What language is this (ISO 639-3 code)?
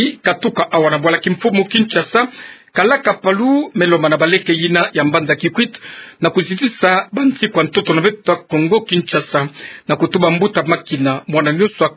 ktu